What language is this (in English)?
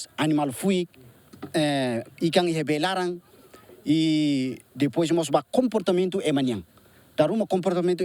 Tetum